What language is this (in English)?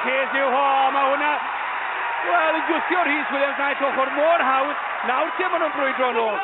Welsh